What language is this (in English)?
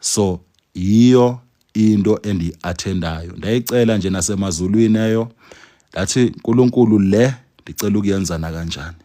Zulu